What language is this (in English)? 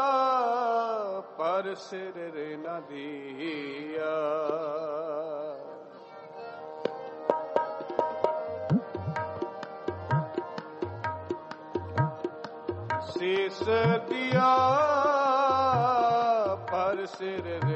Punjabi